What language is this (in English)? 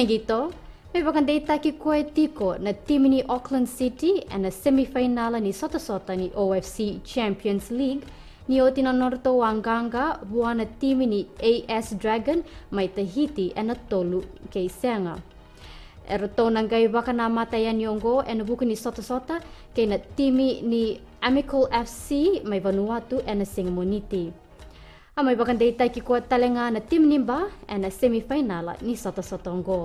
Fijian